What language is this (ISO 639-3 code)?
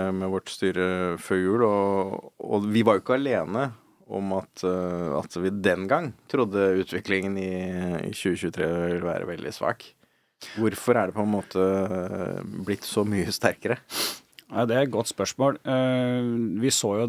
nor